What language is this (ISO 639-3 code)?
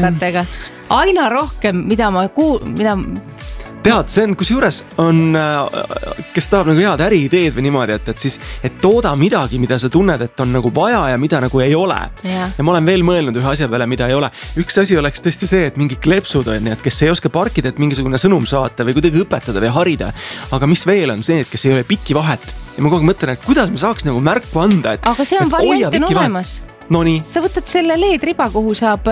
est